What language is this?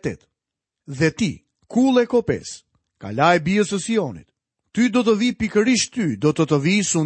Albanian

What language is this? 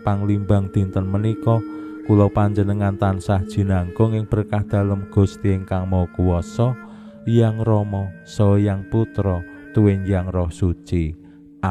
Javanese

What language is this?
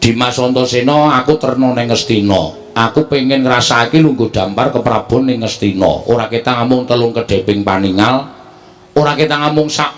Javanese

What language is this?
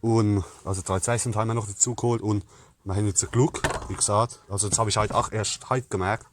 Palatine German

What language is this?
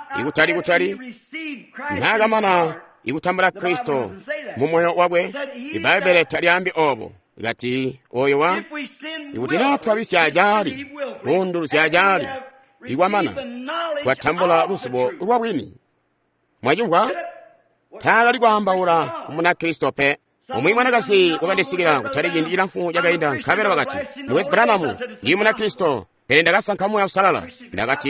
Tonga (Zambia)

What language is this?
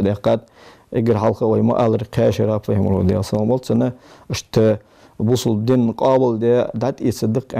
Ingush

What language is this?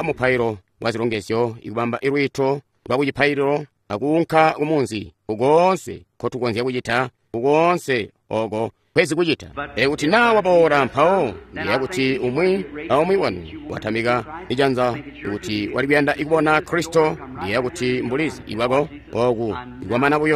Tonga (Zambia)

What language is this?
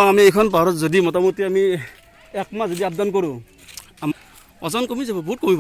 Assamese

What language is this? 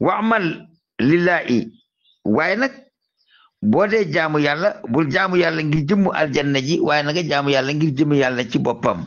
Wolof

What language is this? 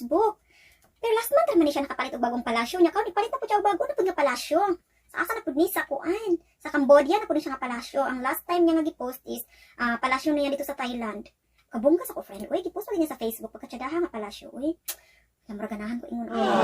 Cebuano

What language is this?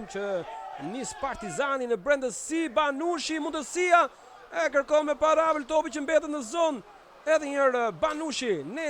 Albanian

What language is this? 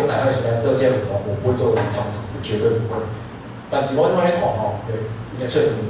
Min Nan Chinese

